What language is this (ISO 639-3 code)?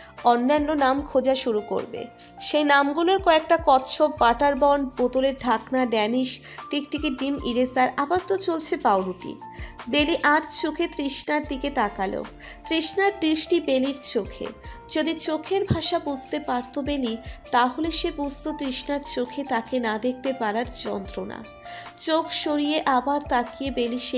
ben